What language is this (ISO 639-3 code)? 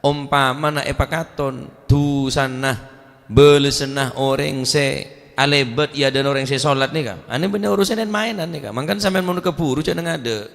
mad